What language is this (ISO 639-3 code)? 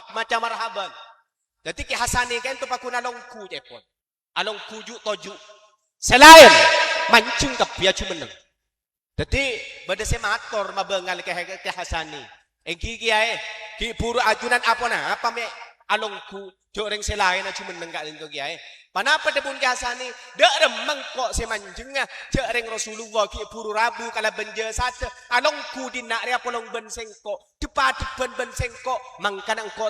mad